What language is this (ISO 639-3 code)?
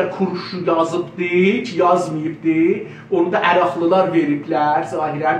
azb